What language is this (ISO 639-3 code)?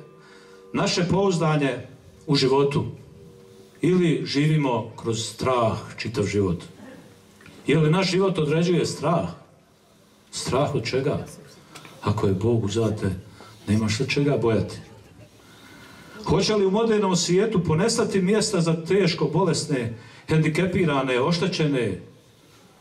hrv